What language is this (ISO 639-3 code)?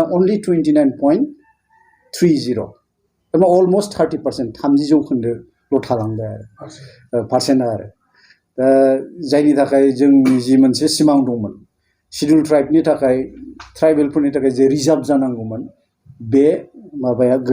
brx